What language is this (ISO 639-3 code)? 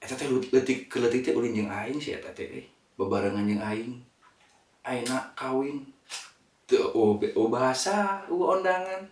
sun